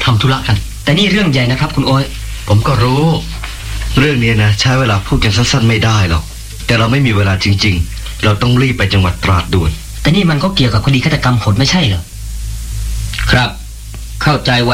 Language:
Thai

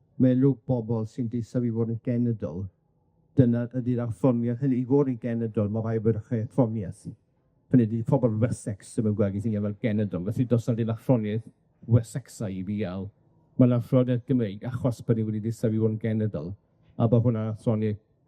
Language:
Welsh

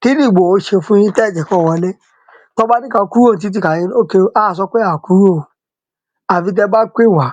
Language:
Yoruba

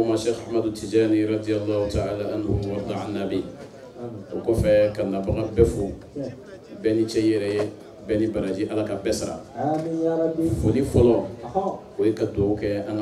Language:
Bambara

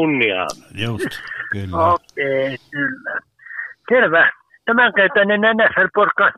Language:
Finnish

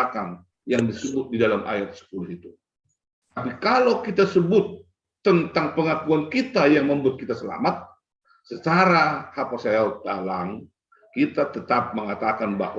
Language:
Batak Simalungun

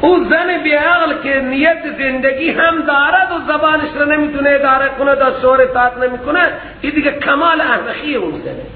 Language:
Persian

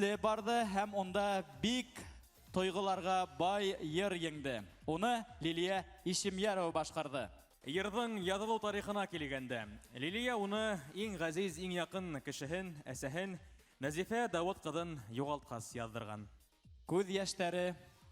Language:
Bashkir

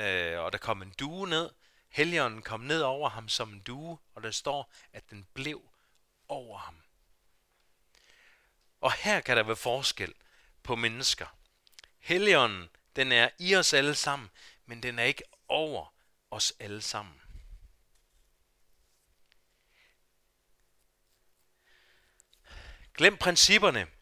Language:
Danish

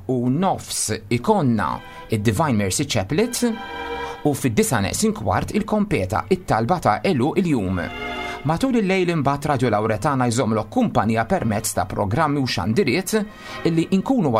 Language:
Maltese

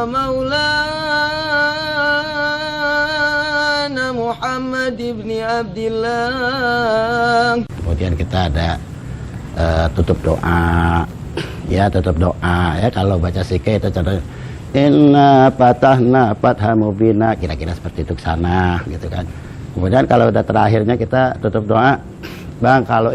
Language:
Betawi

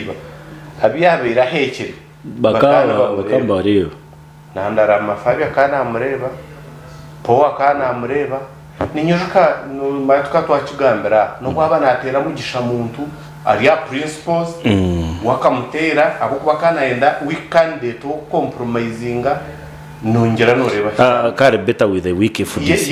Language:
Nyankole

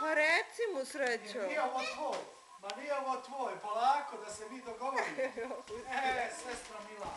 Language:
Bosnian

